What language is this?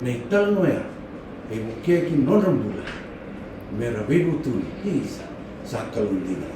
Fijian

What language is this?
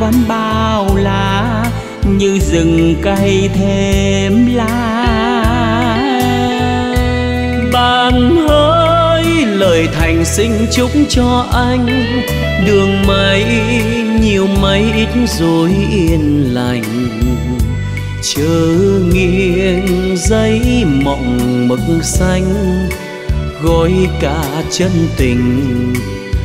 Vietnamese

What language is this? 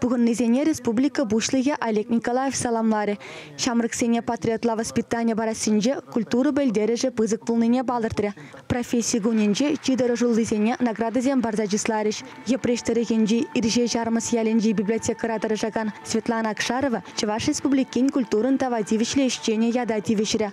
Chuvash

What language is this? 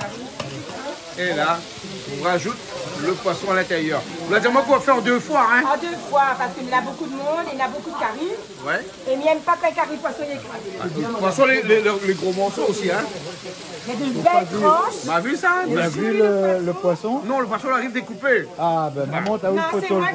Réunion Creole French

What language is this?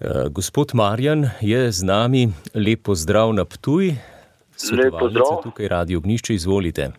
Slovenian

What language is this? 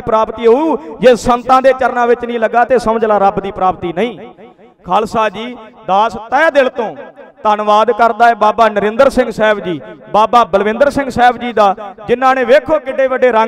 Punjabi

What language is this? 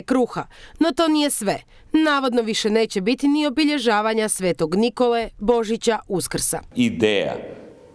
Croatian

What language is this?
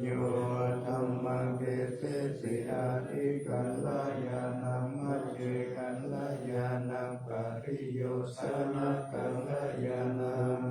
Pali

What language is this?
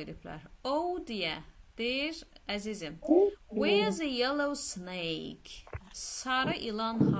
Azerbaijani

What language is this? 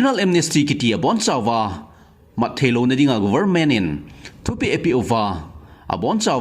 Thado Chin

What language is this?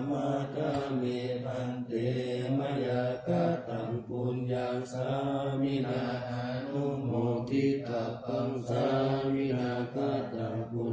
Pali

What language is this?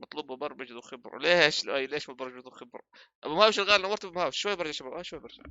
North Levantine Arabic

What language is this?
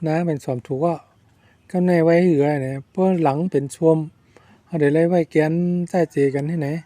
Shan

